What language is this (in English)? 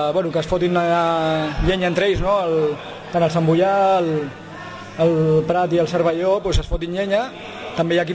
Catalan